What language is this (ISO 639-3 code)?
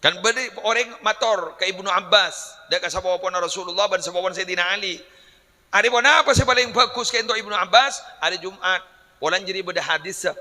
mad